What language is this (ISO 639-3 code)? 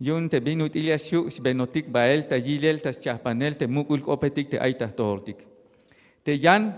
tzh